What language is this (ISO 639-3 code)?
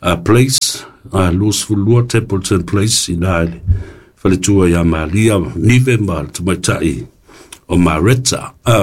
smo